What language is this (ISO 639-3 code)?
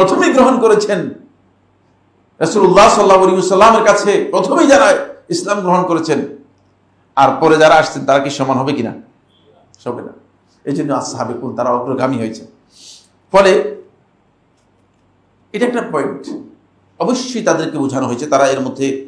ben